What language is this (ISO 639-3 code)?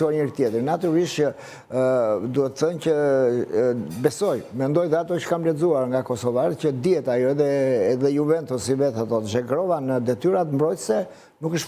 sqi